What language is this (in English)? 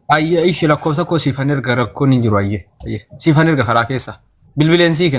Oromo